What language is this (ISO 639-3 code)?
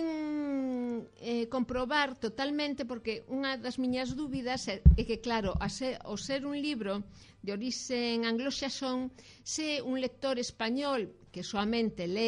glg